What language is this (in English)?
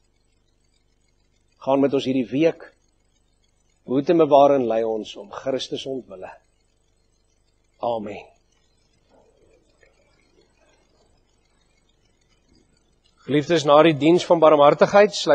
Afrikaans